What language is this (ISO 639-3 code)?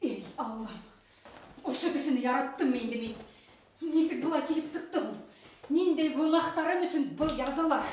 bak